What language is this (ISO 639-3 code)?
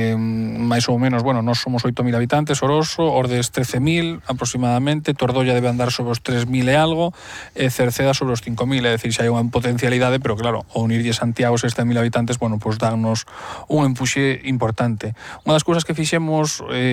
glg